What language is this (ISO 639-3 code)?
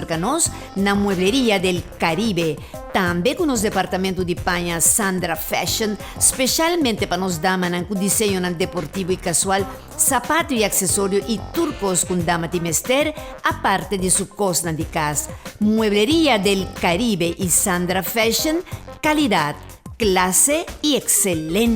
pap